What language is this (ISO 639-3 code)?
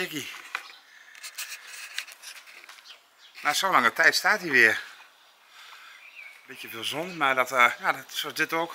nld